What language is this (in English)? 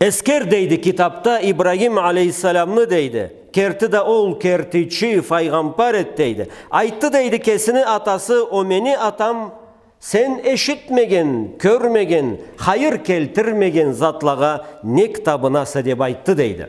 Karachay-Balkar